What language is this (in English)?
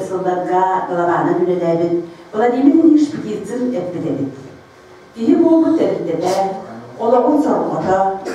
Yakut